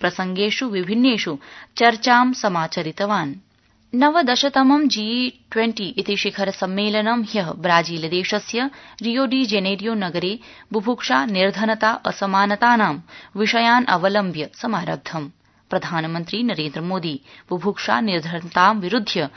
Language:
Sanskrit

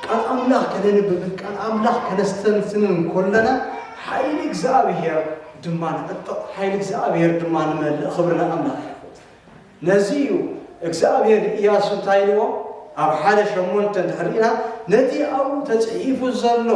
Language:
Tigrinya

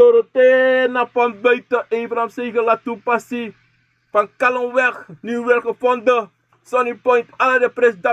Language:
Sranan Tongo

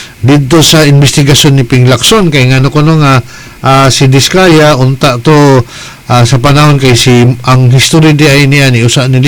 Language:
Cebuano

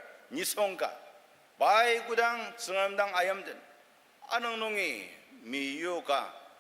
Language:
Ao Naga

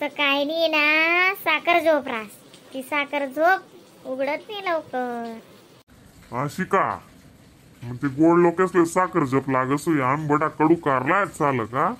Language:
Khandesi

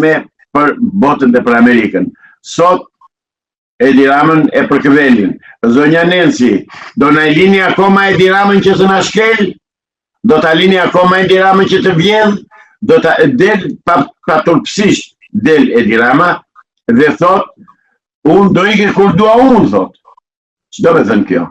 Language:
Albanian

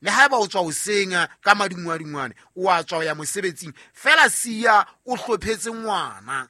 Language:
Southern Sotho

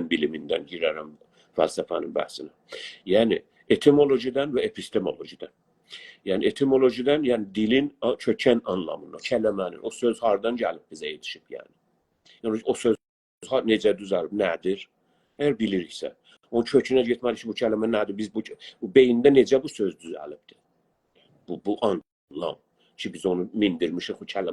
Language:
South Azerbaijani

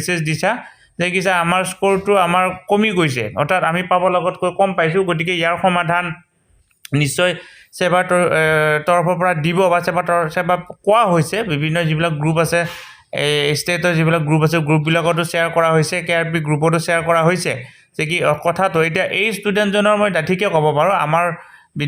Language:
Assamese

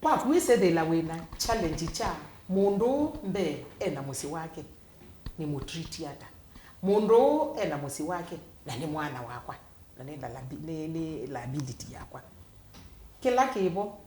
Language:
Kamba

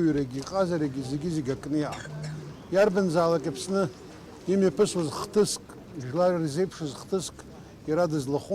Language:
Abkhazian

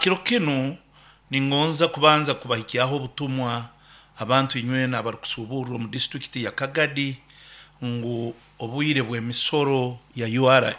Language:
Nyankole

